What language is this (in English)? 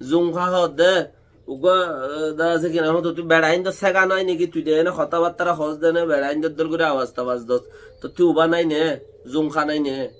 Rohingya